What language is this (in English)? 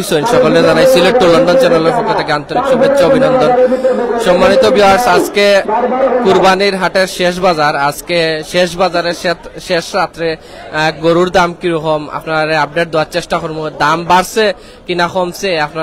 Sylheti